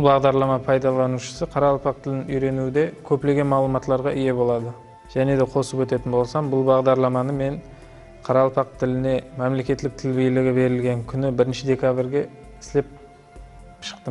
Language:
Kara-Kalpak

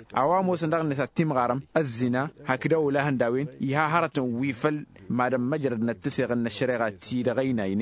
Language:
Tamasheq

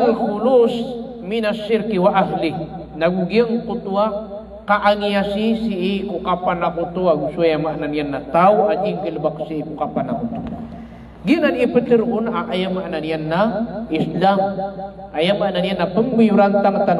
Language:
Maranao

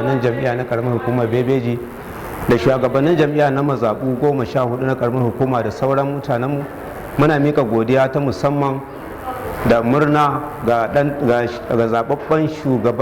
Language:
Hausa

